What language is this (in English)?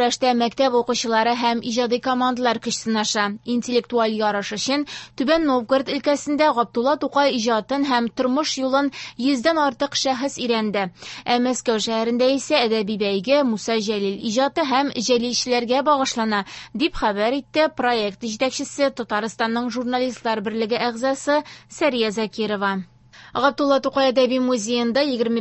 Tatar